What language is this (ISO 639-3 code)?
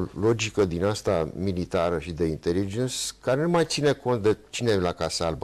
ron